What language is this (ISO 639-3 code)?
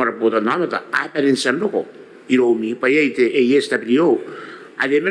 gil